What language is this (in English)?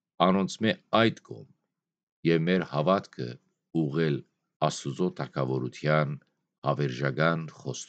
Western Armenian